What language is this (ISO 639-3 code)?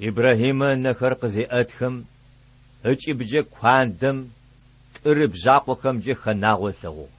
ady